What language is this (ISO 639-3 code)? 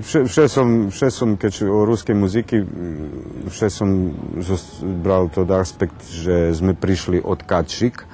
rue